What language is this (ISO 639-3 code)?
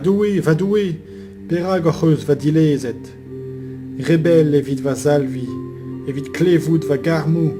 bre